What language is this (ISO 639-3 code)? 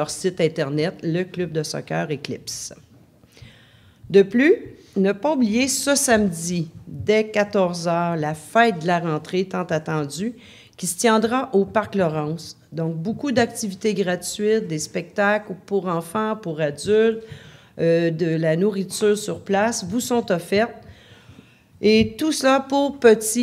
fra